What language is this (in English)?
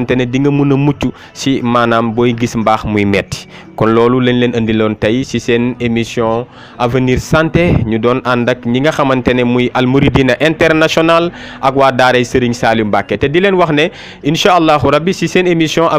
Wolof